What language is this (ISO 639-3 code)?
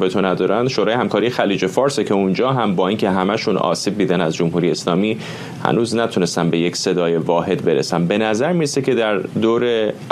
fas